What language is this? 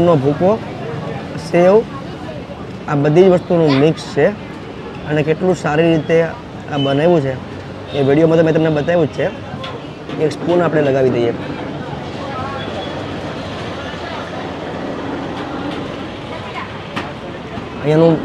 Gujarati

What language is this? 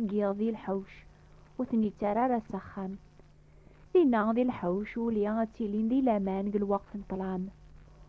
Kabyle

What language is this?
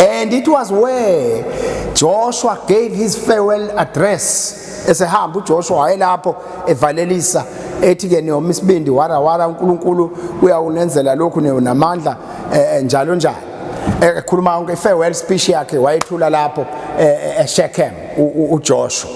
Zulu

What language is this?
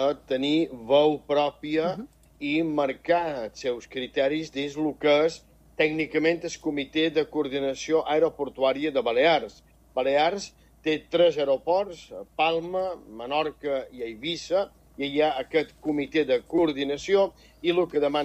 Catalan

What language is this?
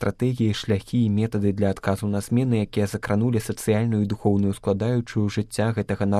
Belarusian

